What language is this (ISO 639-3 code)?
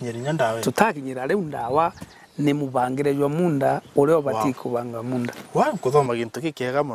mer